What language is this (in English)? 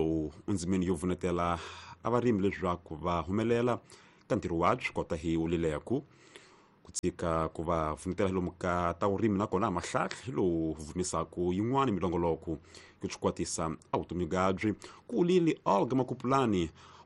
Tsonga